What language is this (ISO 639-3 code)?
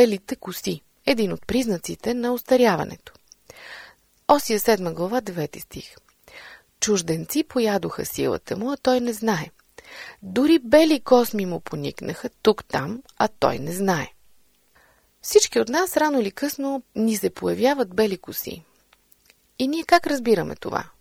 bul